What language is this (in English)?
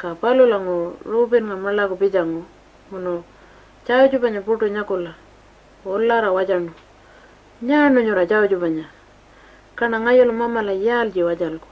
Pitjantjatjara